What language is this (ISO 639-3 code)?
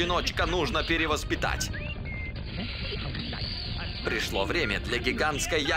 rus